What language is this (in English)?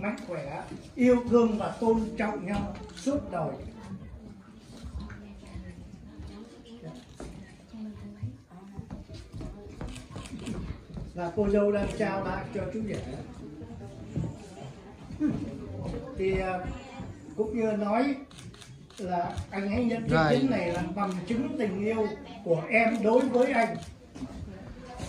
Vietnamese